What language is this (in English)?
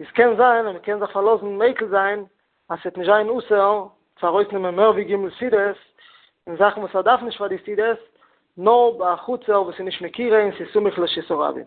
Yiddish